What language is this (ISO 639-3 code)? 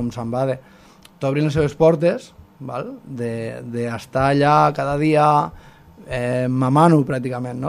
cat